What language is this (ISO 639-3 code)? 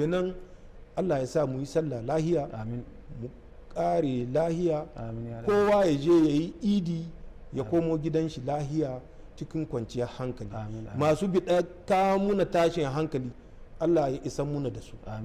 hau